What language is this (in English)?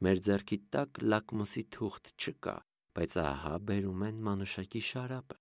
Armenian